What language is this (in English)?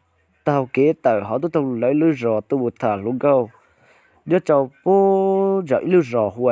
Hmong